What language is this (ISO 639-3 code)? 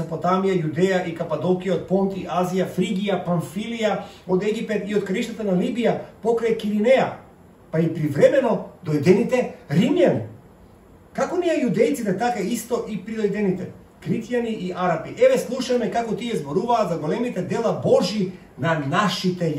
mkd